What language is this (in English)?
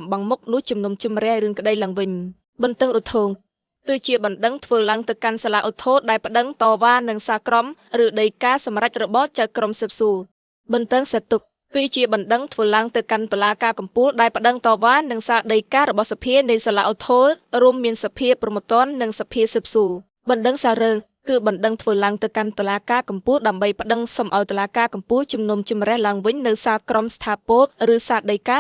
Khmer